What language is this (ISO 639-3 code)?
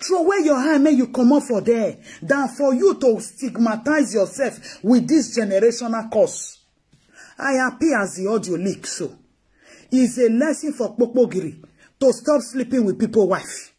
pcm